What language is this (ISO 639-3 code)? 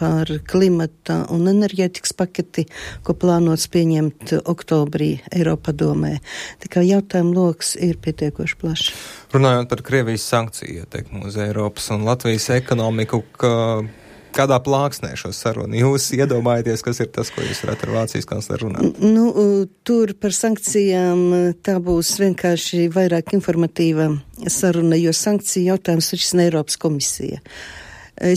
lav